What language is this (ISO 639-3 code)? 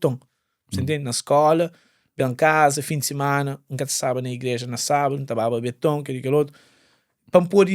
kea